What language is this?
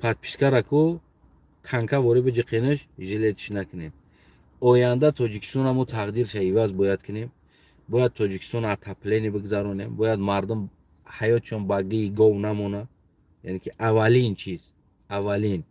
Tajik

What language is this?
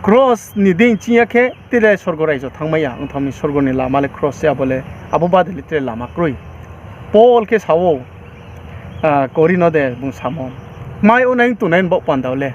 Riang (India)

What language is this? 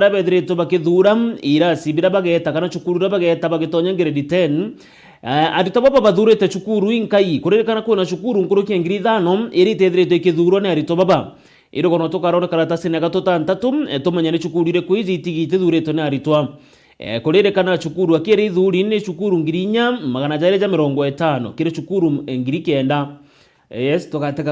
Meru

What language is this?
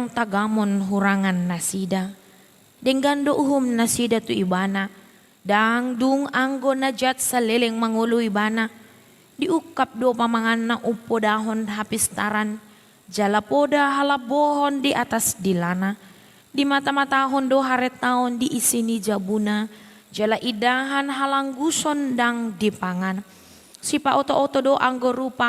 Batak Toba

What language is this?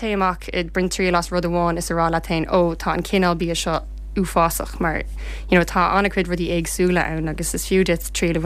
Irish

